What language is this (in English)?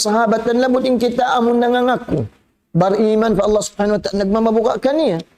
Tausug